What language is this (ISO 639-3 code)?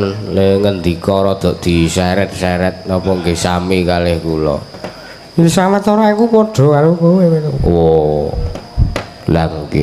jav